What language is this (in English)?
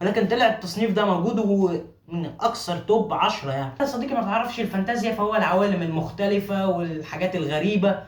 Egyptian Arabic